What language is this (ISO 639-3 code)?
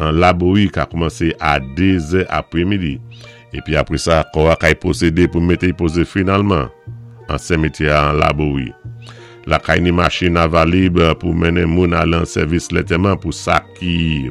acf